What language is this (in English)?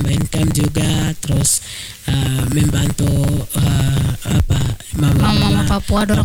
Indonesian